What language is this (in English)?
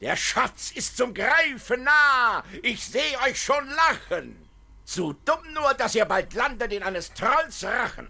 Swiss German